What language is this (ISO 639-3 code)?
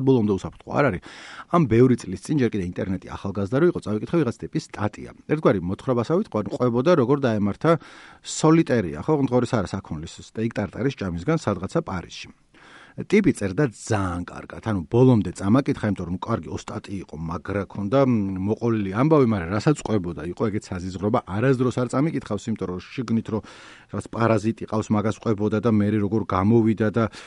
kat